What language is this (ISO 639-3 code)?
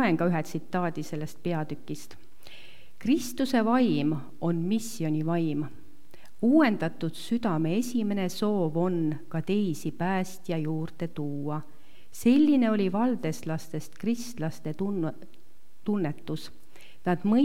est